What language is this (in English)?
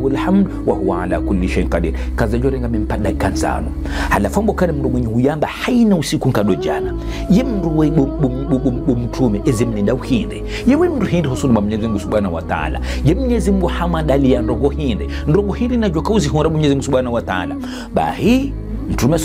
Ngazidja Comorian